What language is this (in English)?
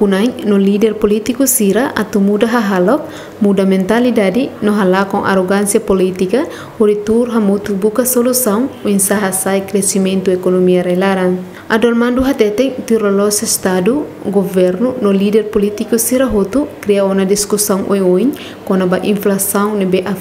Tetum